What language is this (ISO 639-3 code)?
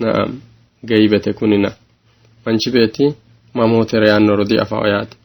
sid